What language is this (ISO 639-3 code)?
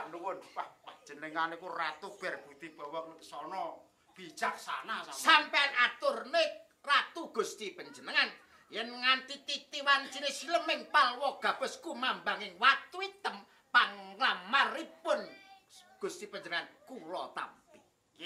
jav